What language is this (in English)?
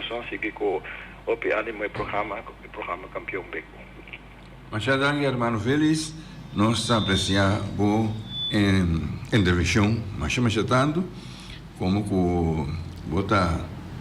Papiamento